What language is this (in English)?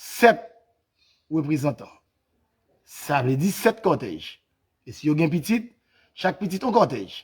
Haitian Creole